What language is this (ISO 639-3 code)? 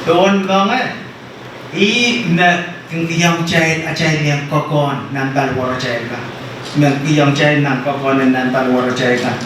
pon